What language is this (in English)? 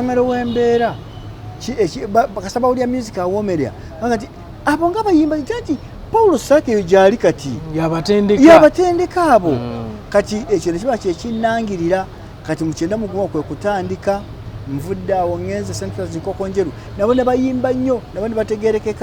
Ganda